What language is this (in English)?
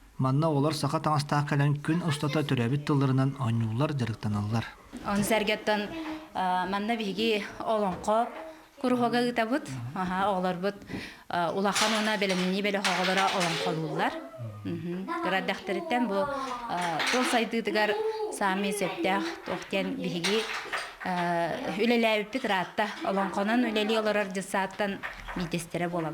Yakut